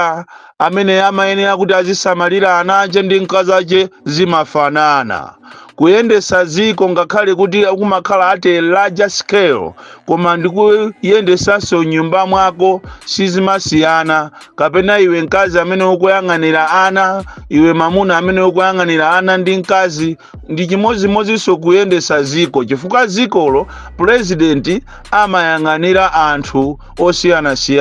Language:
Nyanja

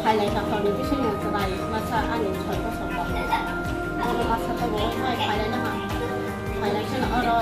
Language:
Riang (India)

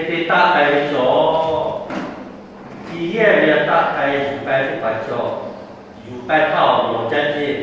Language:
Lahu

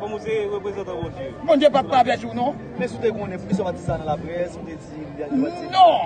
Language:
Haitian Creole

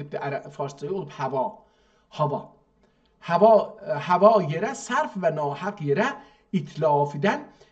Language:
South Azerbaijani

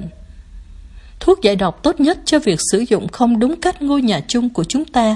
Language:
Vietnamese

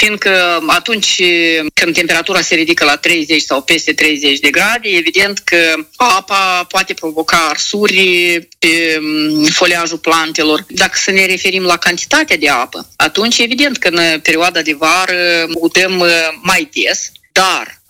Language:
Romanian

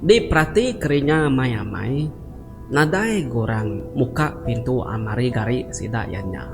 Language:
Iban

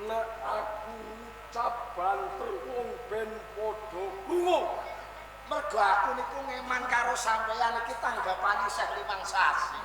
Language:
Javanese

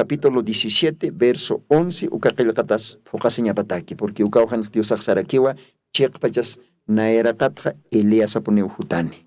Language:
Aymara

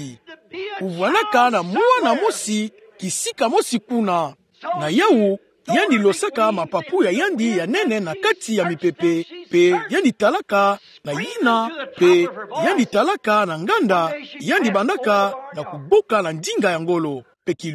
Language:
Kituba (Democratic Republic of Congo)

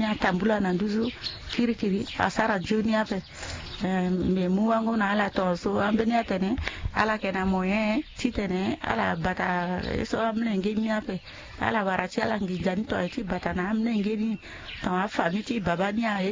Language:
Sango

